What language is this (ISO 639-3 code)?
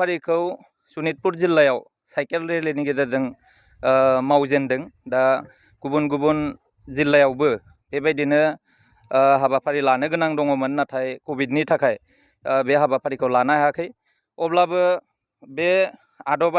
brx